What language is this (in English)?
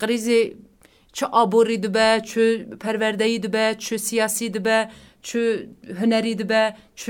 Kurdish